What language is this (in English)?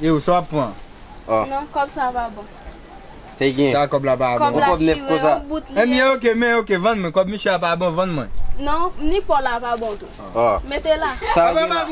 Haitian Creole